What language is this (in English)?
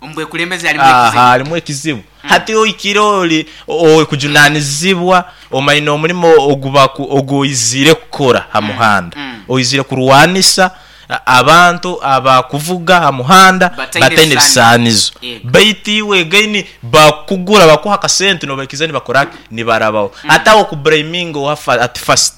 Nyankole